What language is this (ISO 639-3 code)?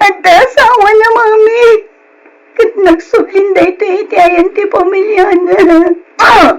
ilo